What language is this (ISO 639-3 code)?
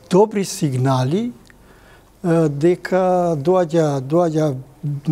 mkd